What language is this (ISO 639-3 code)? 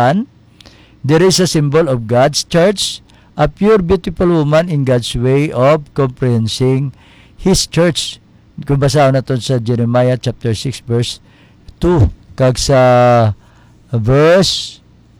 hil